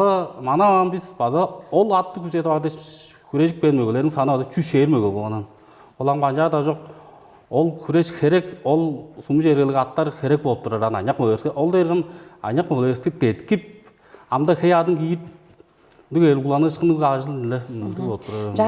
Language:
Tuvinian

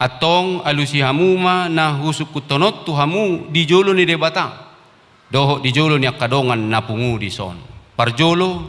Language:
Batak Toba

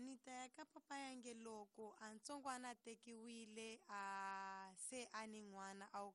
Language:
Tsonga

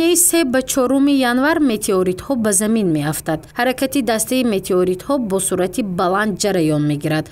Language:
Tajik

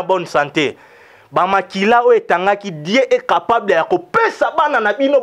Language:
Lingala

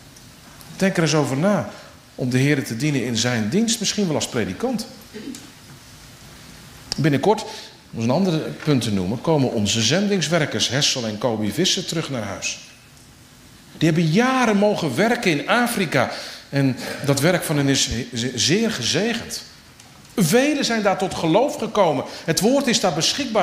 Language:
Dutch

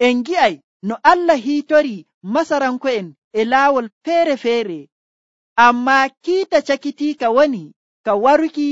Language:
Nigerian Fulfulde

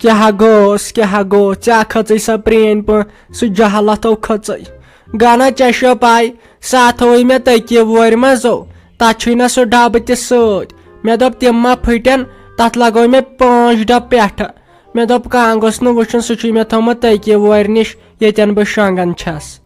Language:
Kashmiri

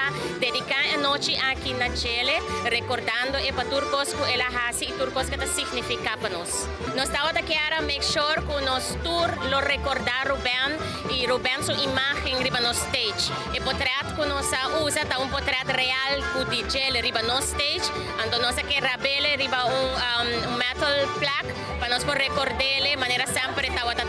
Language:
Papiamento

